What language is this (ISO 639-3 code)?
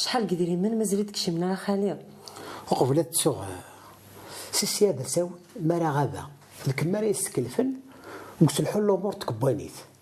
kab